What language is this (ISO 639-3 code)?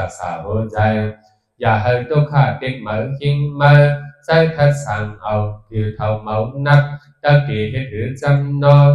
shn